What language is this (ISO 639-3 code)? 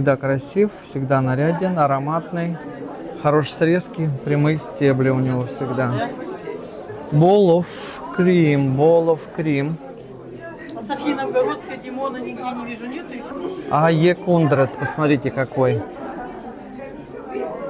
rus